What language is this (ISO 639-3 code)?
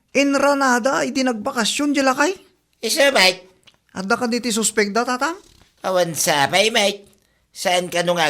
ilo